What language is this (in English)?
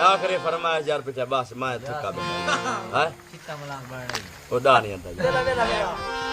Saraiki